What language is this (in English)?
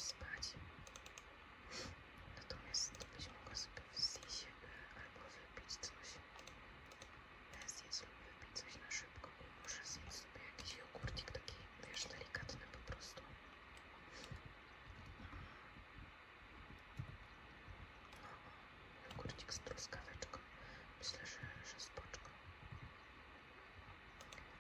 Polish